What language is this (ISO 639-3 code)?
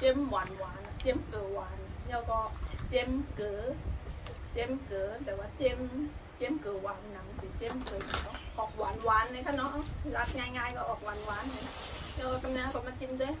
shn